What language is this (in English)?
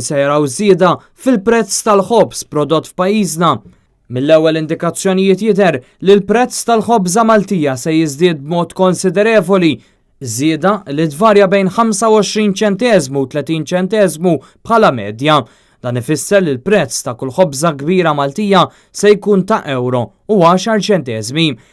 Maltese